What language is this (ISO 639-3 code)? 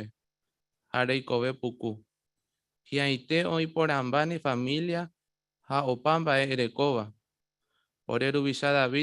grn